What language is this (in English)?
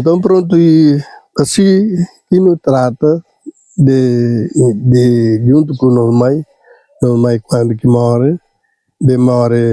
Kabuverdianu